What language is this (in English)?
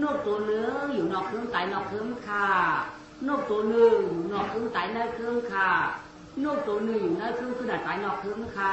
Shan